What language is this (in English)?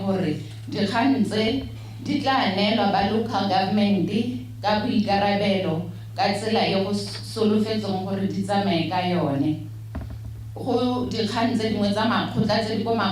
Tswana